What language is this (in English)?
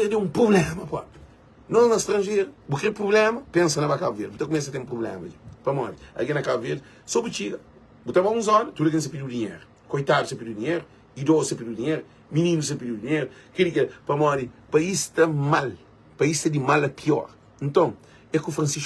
Kabuverdianu